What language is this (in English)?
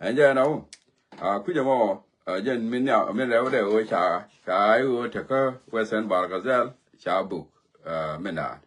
Nuer